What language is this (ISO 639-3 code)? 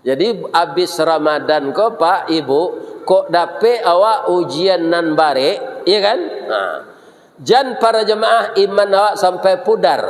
min